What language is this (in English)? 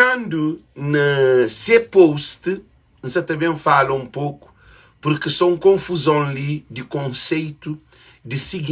Kabuverdianu